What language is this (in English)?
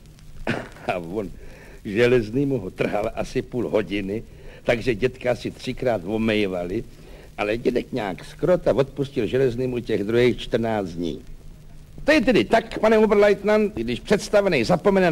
Czech